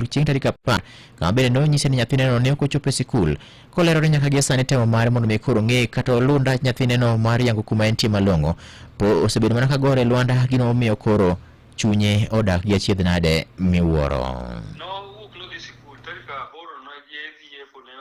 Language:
Luo (Kenya and Tanzania)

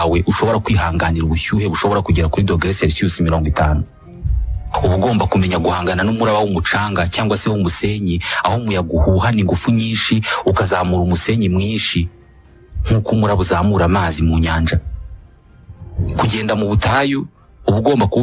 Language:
Kinyarwanda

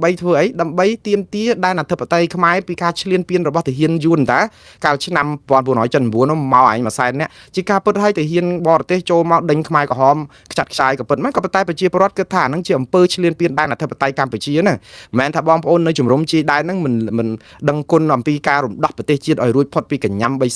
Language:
Khmer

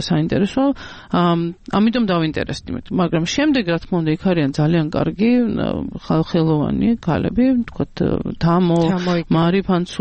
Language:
Georgian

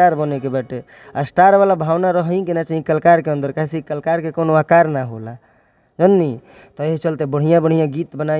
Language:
Bhojpuri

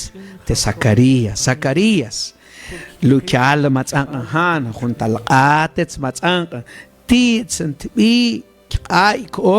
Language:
Mam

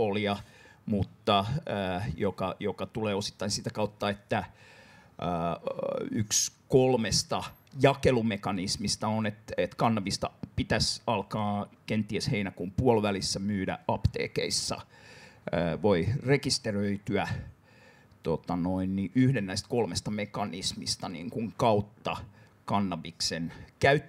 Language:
Finnish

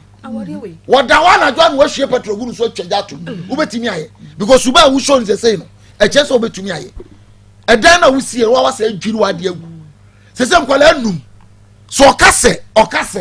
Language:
Akan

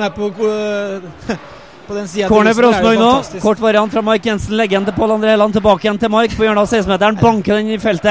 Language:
Norwegian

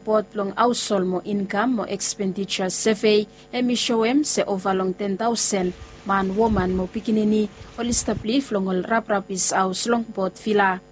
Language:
Bislama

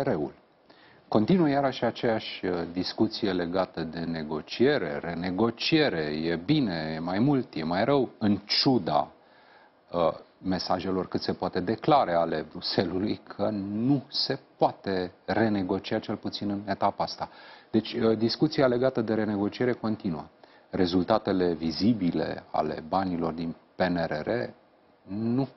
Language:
Romanian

